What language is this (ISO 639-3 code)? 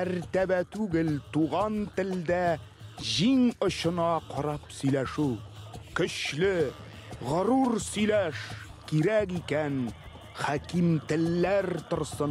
tat